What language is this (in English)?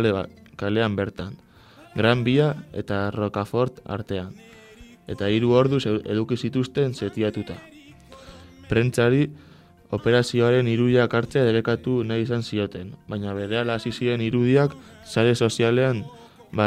Basque